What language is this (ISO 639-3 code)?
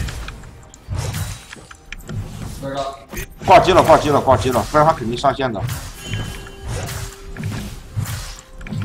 zho